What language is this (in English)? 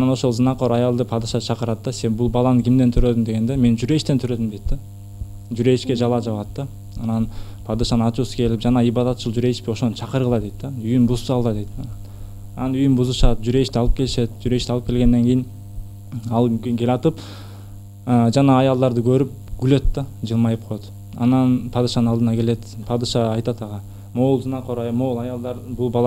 Kyrgyz